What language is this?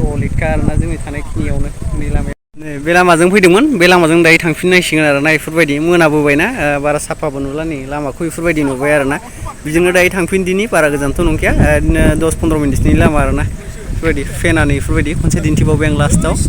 Bodo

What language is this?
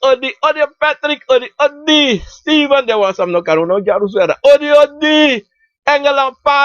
Sranan Tongo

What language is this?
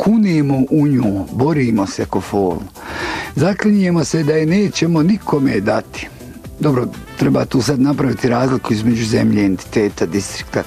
Bosnian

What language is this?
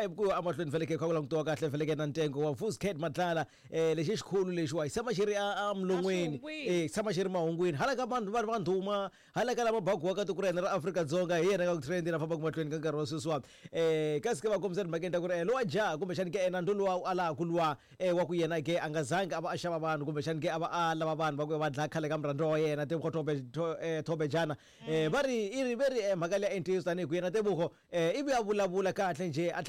Tsonga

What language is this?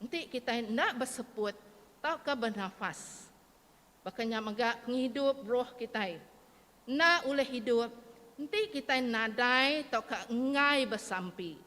Iban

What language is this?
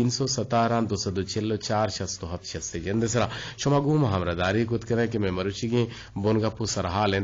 Eastern Balochi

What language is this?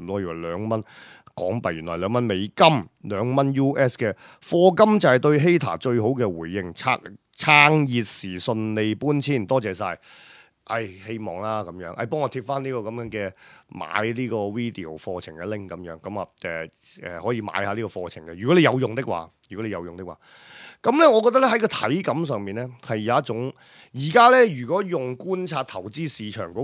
Cantonese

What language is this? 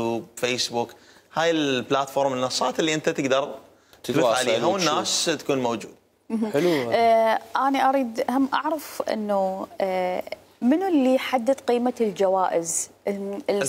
Mesopotamian Arabic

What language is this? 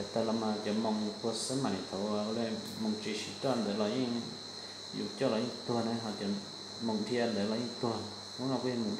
Hmong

